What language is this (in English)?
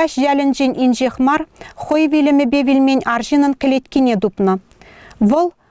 Chuvash